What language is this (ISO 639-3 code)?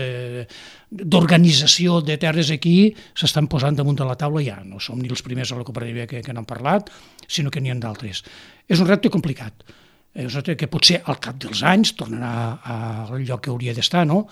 cat